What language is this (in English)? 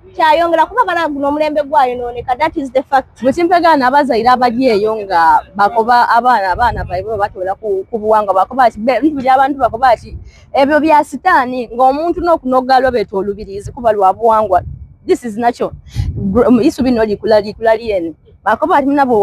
Soga